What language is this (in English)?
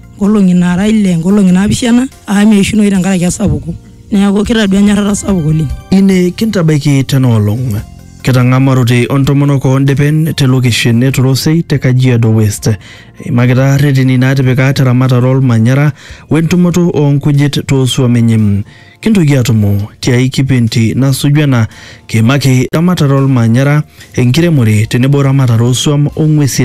Masai